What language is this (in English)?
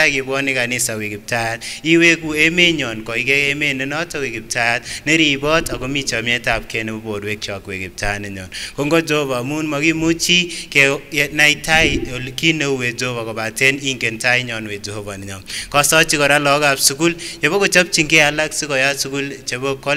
Kipsigis